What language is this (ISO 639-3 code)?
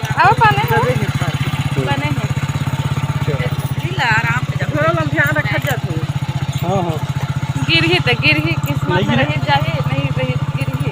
hne